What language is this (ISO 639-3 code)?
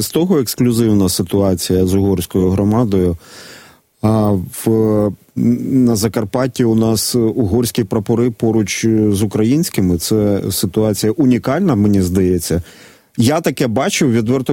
ukr